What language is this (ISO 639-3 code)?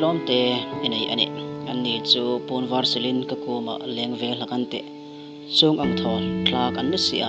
hmr